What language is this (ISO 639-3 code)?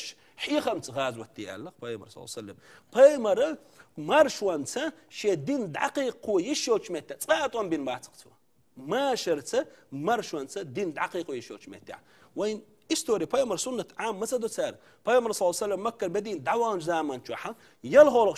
che